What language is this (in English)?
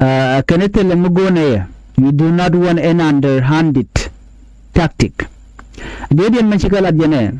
Nuer